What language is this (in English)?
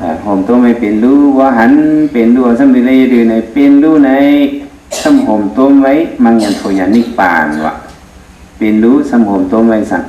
Shan